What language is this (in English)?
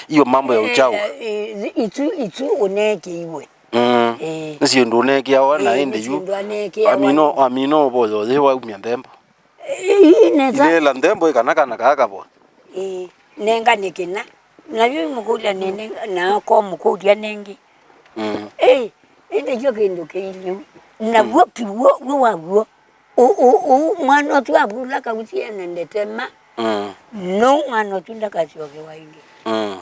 Kamba